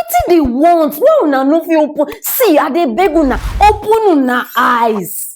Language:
Nigerian Pidgin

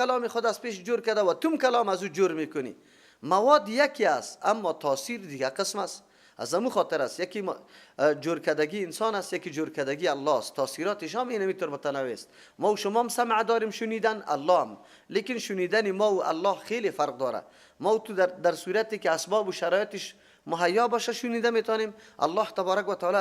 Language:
Persian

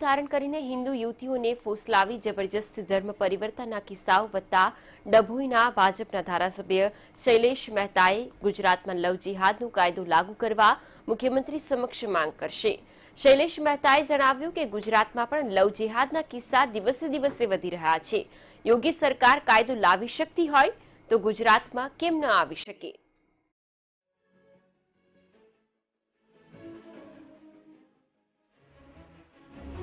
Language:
Gujarati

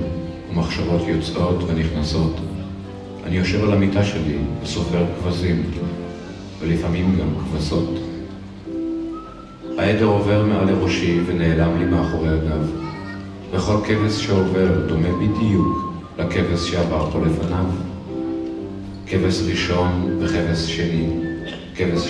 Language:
Hebrew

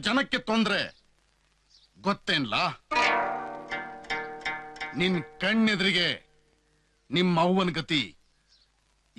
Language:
Kannada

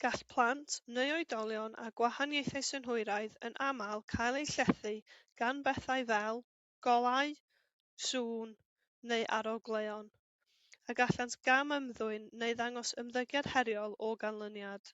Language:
Welsh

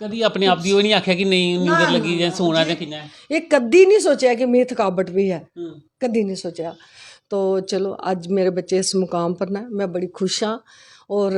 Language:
Dogri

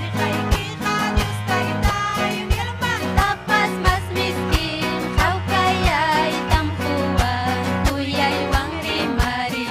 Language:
Ayacucho Quechua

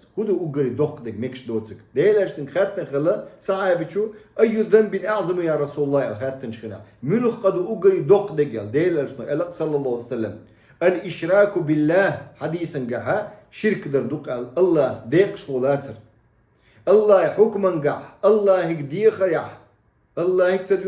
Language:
Chechen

